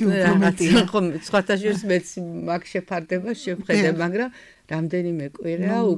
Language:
Georgian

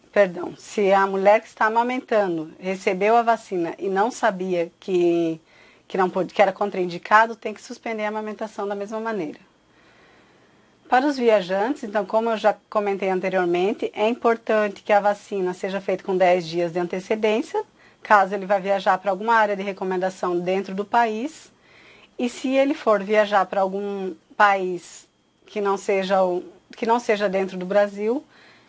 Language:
Portuguese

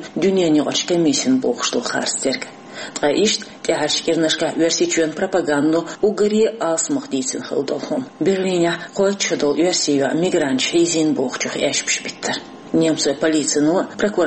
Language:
Chechen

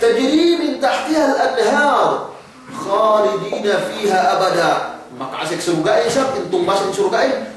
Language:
Yakan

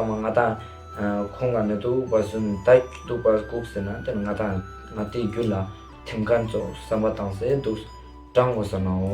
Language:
Ladakhi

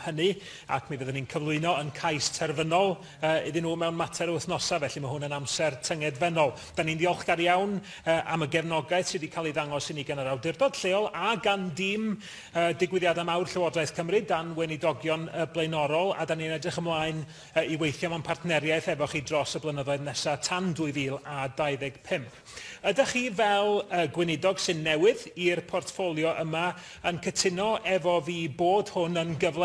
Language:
Welsh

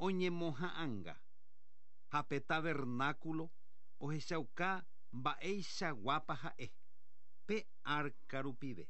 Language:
Guarani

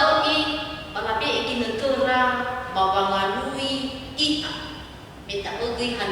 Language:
Nias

